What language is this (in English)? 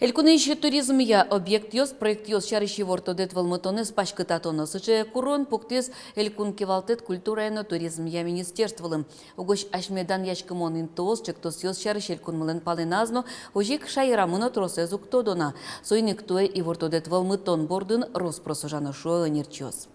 Udmurt